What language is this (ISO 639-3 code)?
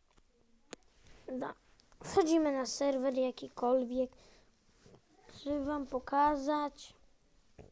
pol